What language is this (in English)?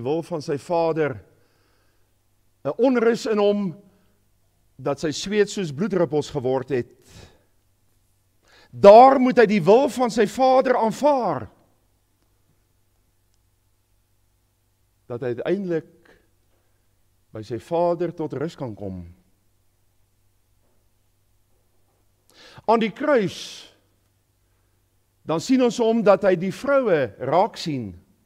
Afrikaans